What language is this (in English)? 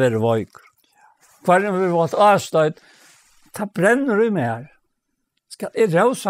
Faroese